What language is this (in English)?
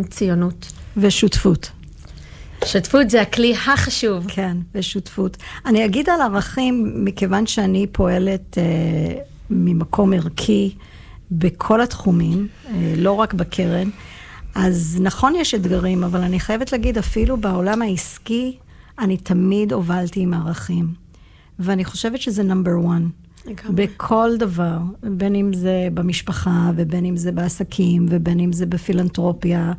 Hebrew